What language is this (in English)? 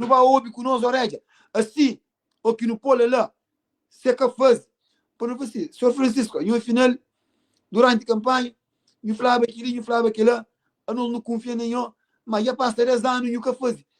Kabuverdianu